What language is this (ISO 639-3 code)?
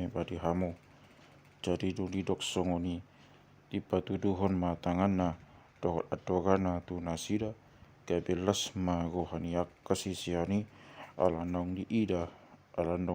bbc